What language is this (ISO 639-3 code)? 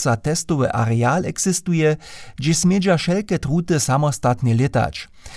hsb